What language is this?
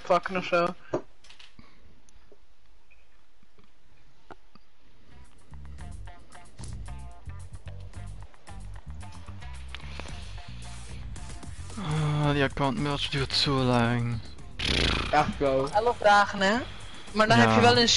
Dutch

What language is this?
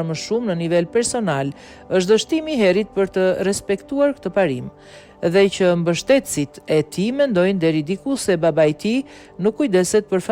Albanian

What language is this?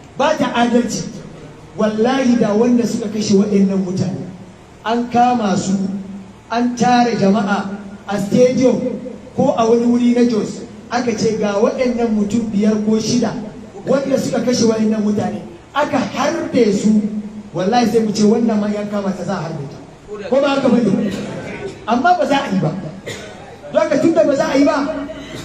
Hausa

